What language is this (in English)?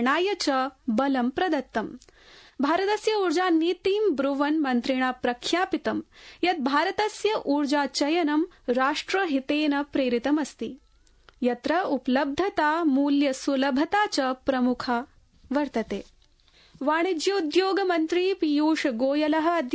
Sanskrit